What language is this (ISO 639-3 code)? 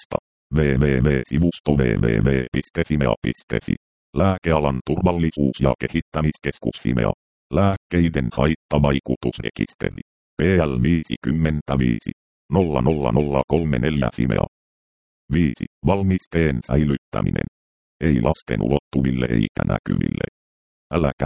fin